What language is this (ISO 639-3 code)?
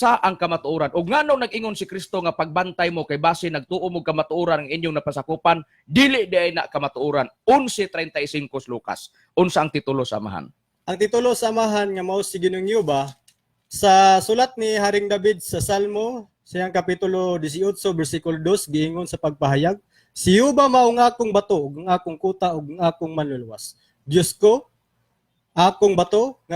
ceb